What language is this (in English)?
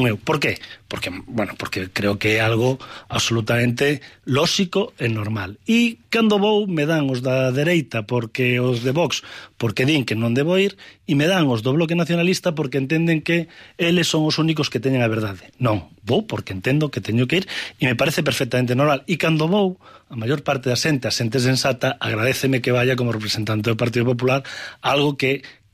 Galician